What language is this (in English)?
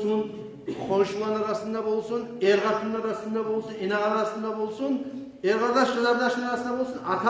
Kumyk